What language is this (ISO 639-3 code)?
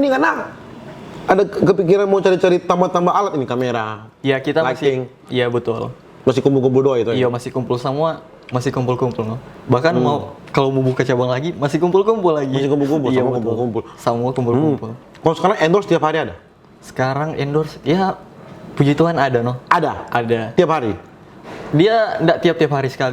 xmm